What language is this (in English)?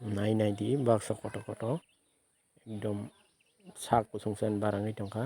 Kok Borok